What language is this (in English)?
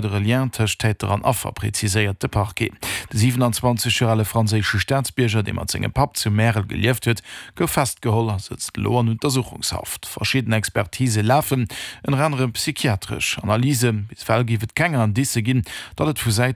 Luxembourgish